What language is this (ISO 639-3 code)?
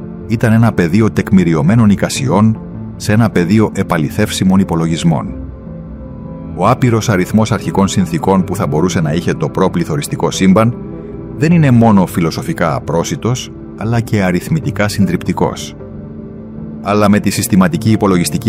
ell